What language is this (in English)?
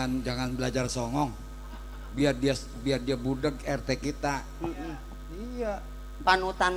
Betawi